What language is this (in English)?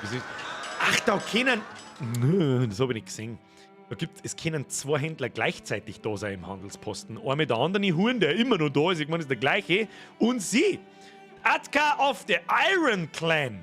Bavarian